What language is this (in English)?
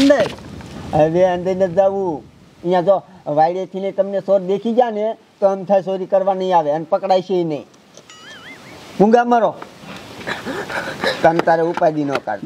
Gujarati